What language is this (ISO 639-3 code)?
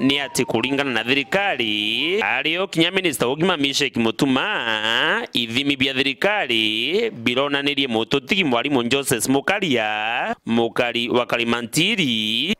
mer